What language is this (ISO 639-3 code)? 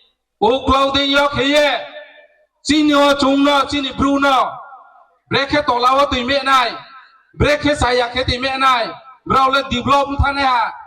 ria